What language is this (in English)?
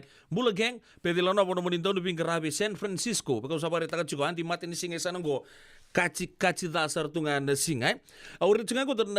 Fijian